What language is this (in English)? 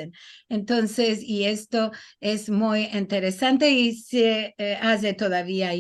Ladino